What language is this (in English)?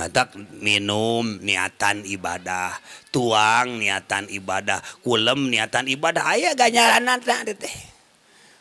Sundanese